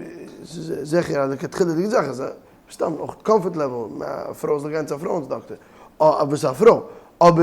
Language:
Yiddish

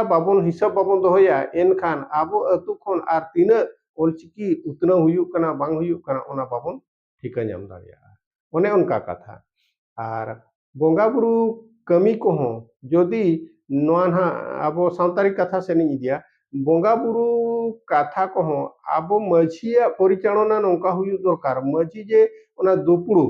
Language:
Santali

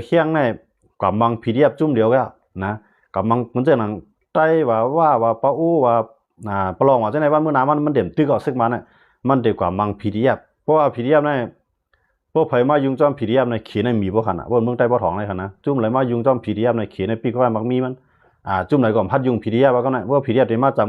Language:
Shan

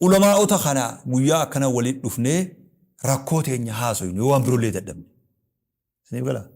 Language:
Oromo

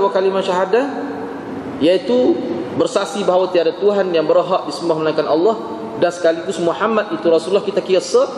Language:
Malay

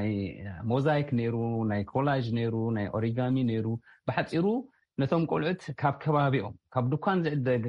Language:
Tigrinya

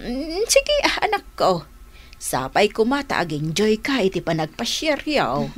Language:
Iloko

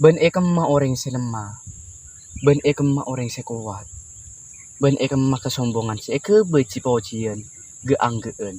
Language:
Madurese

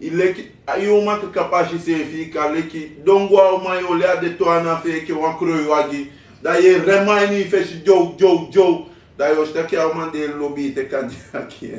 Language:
Sranan Tongo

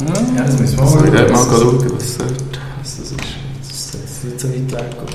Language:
Swiss German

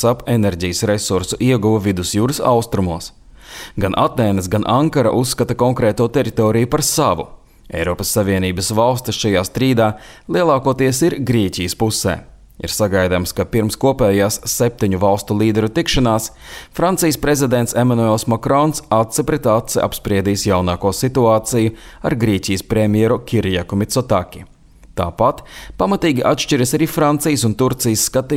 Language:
Latvian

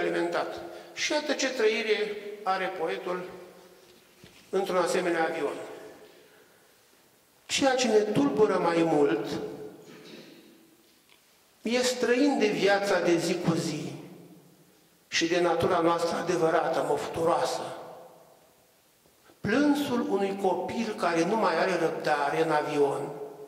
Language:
Romanian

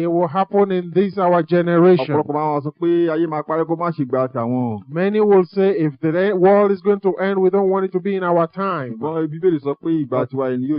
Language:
Yoruba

